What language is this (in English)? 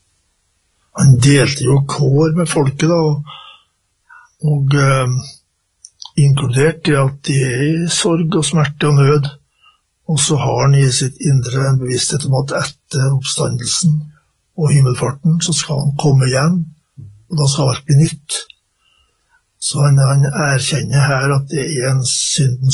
Norwegian